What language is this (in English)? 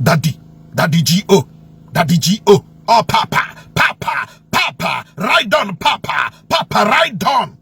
Igbo